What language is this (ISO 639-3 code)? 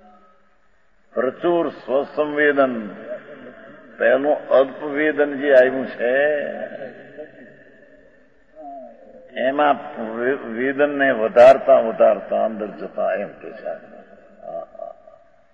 guj